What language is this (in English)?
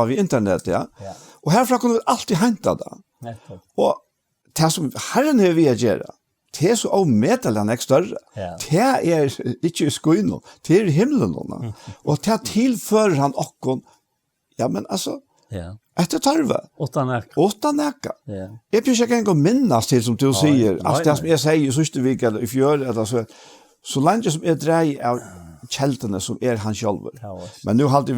Faroese